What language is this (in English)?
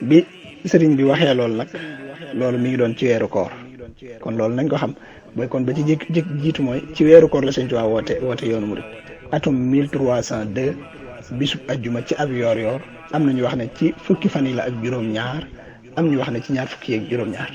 Wolof